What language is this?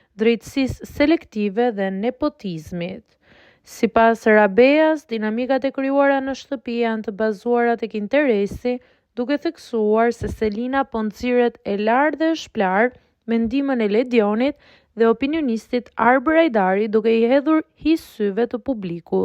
Albanian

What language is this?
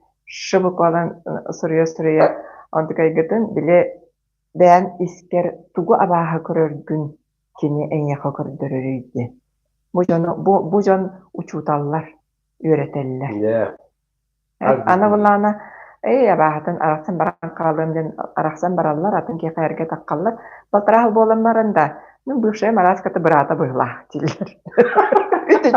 Yakut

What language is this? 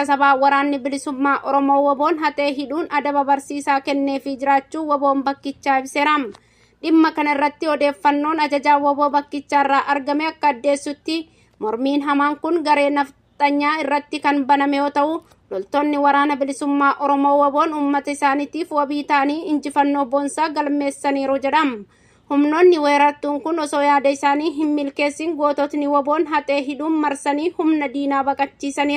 Oromo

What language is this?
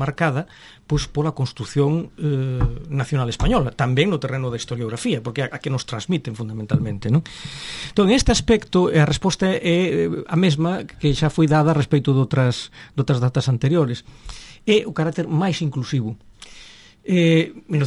Galician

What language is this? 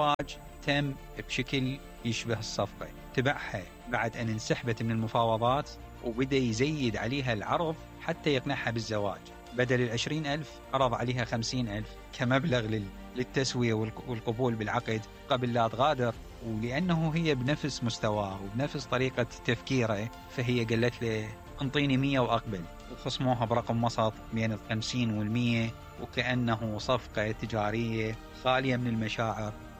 Mesopotamian Arabic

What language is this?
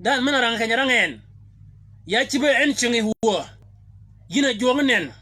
Shilluk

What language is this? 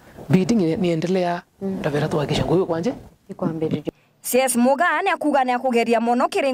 Meru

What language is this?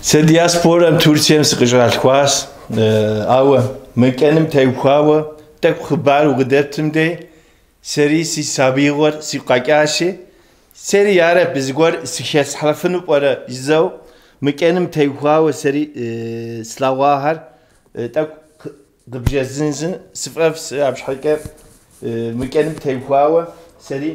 Kabardian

